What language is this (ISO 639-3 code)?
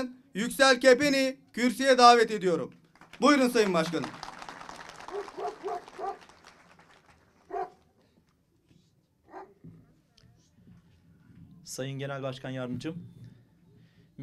tur